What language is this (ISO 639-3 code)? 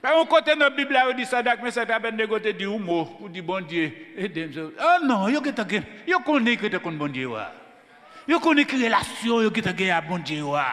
hat